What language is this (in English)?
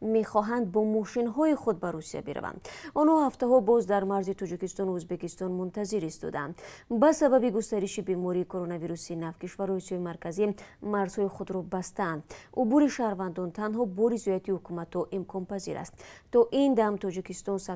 Tajik